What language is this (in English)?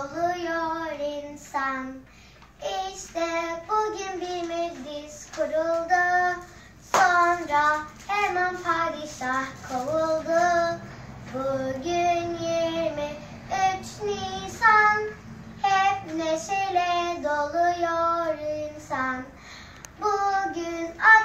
Turkish